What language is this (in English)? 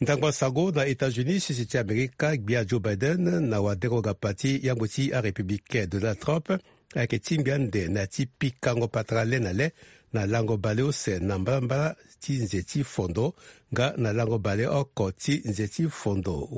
Sango